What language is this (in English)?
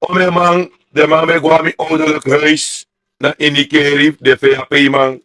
Sranan Tongo